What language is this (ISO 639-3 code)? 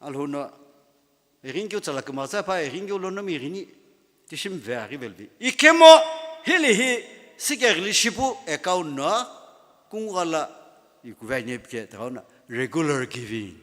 nsm